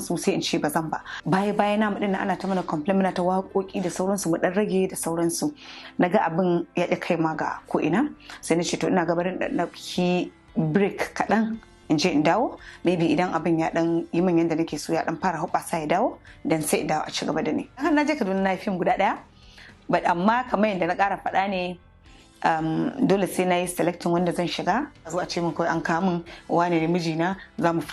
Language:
Hausa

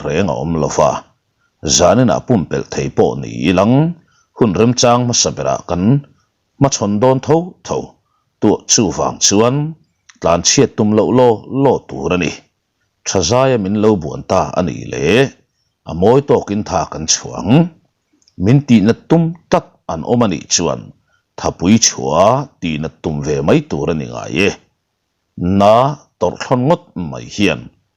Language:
Mizo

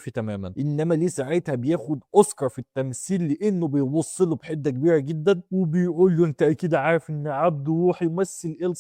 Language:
Egyptian Arabic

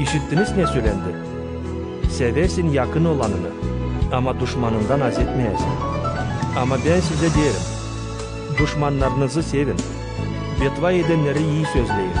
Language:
Gagauz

